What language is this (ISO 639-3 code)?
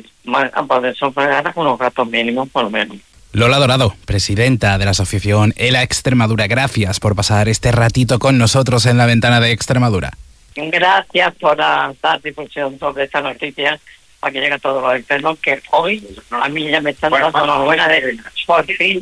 spa